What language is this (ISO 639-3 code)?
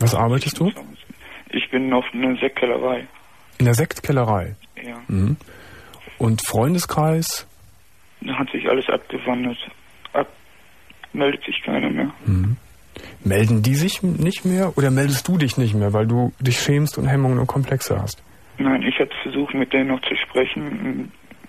deu